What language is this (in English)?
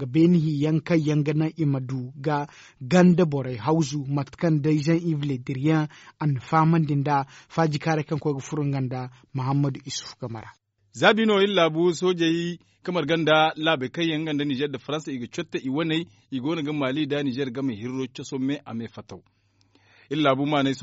Zarma